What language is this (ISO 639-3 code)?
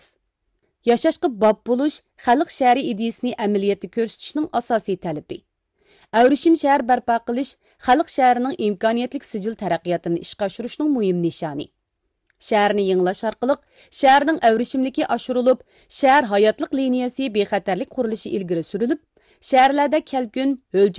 uig